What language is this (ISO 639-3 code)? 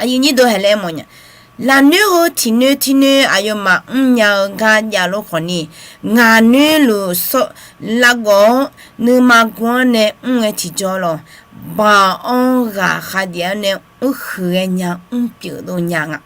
ahk